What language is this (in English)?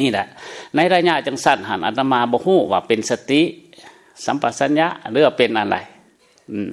Lao